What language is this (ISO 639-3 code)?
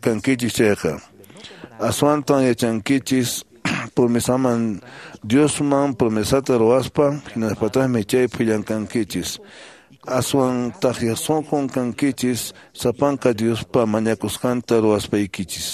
que